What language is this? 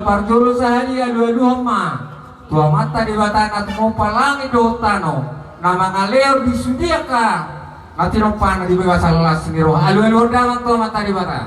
Batak Toba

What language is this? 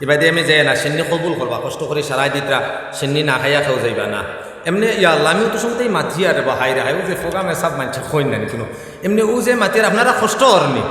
Sylheti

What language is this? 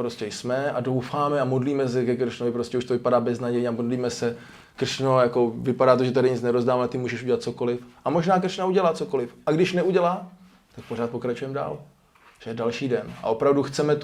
Czech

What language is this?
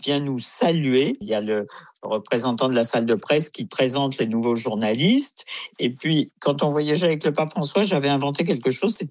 French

